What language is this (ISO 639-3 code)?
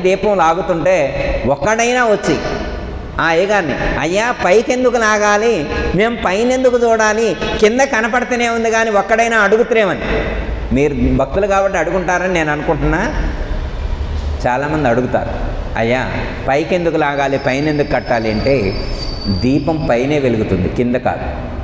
tel